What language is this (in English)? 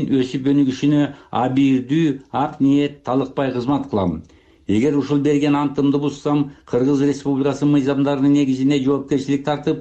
Kyrgyz